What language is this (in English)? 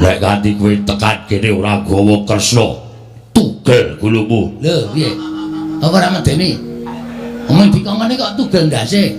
Javanese